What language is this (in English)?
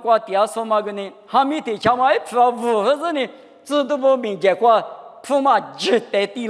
Lisu